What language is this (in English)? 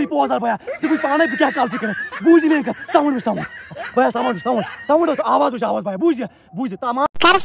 Kashmiri